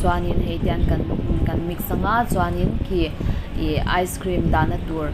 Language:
Mizo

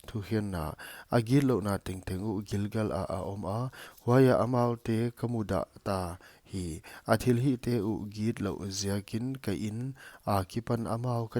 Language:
Paite Chin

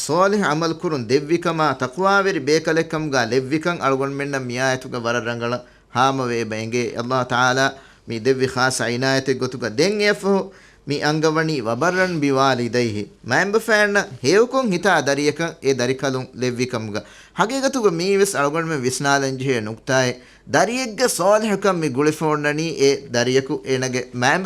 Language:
Divehi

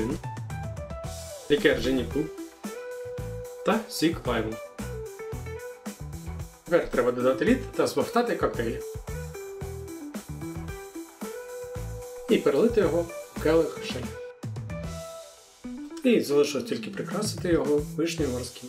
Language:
Ukrainian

